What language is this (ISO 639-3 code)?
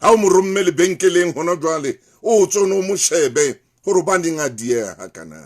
sot